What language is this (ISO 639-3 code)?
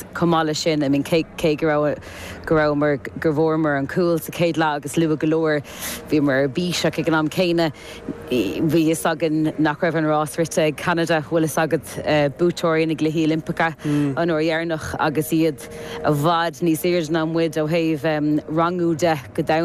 gle